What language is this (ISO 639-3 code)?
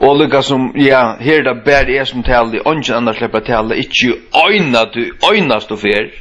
fao